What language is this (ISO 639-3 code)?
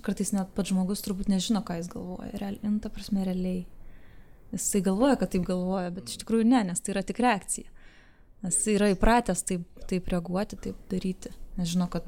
lit